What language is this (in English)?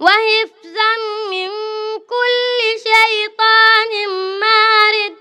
Fula